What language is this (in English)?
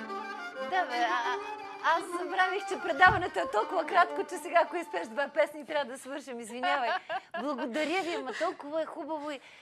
Bulgarian